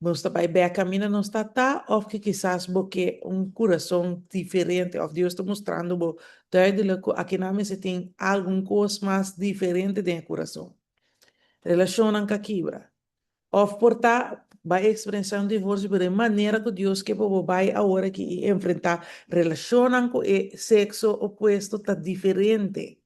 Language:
Papiamento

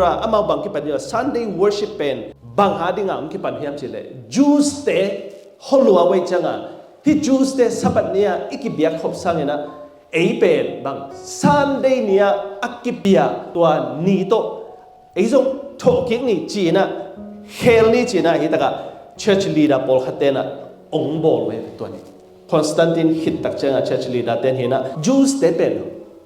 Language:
Tedim Chin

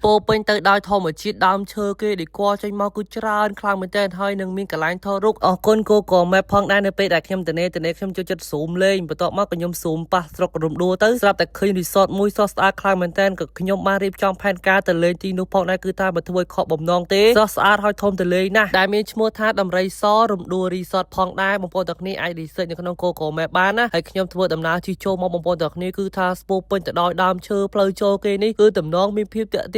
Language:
Khmer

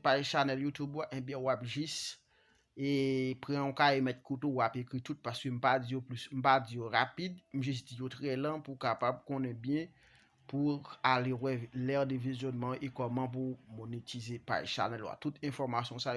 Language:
Haitian Creole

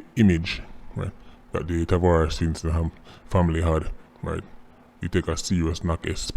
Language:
Jamaican Creole English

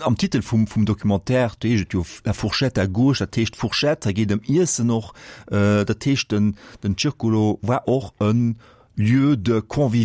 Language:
Luxembourgish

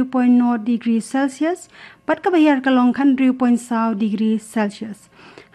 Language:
Khasi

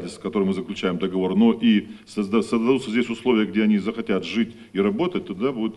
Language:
Crimean Tatar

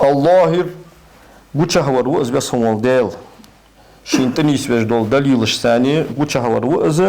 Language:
Ingush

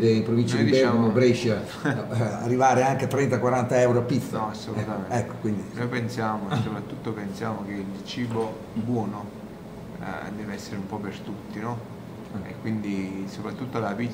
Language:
Italian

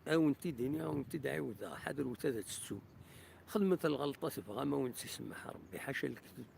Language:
Kabyle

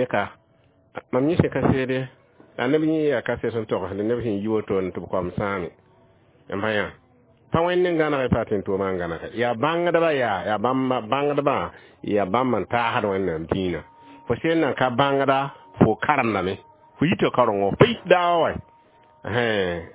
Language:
Mossi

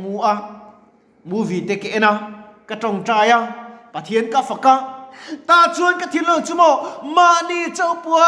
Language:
Mizo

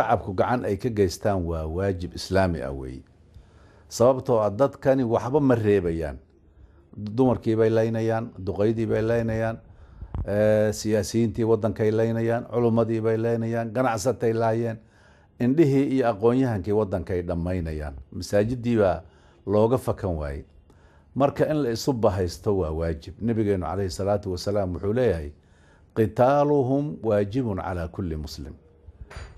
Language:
Somali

